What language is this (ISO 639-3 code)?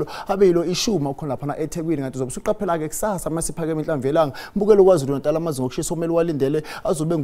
zul